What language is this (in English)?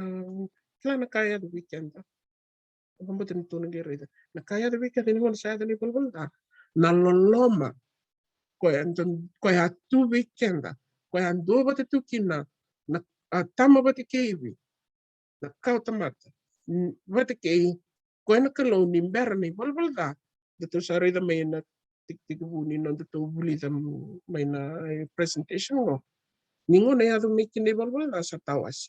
Fijian